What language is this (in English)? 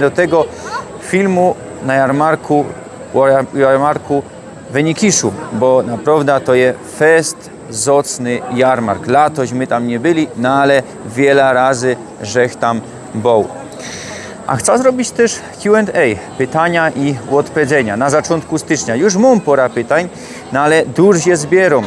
Silesian